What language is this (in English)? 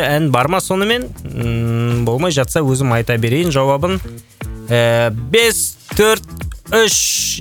Kazakh